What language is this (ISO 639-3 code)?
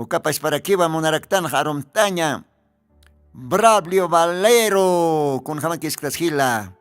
aym